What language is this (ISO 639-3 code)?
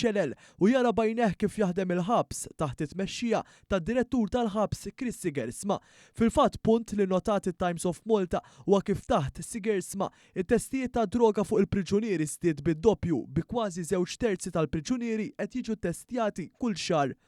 mlt